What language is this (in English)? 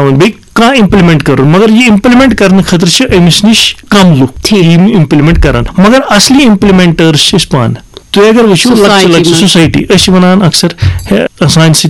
Kashmiri